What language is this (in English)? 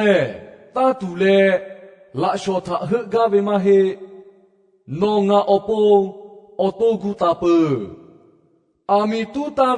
Lahu